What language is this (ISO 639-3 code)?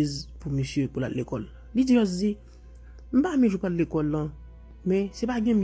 hat